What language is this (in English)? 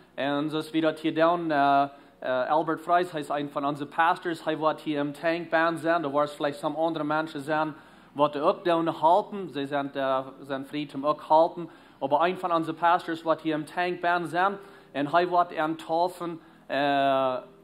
Plautdietsch